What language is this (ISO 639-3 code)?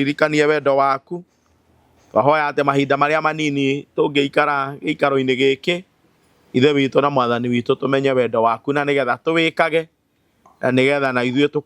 kik